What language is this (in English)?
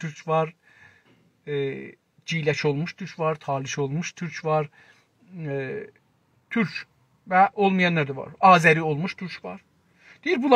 South Azerbaijani